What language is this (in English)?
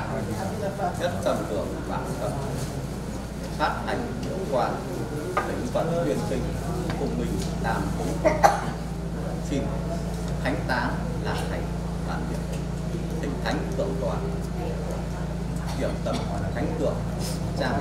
Vietnamese